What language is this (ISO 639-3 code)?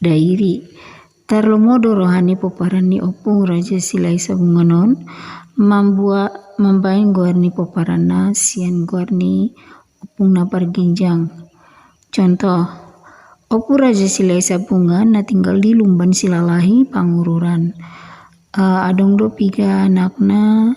bbc